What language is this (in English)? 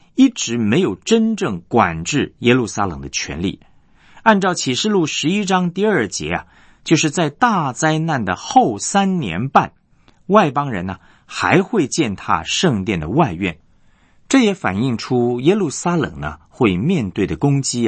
Chinese